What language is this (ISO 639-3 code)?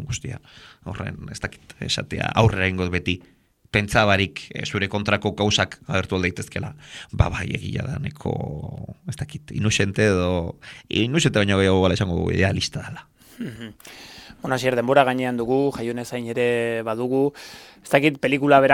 eus